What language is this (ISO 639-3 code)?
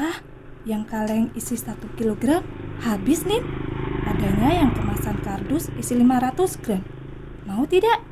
ind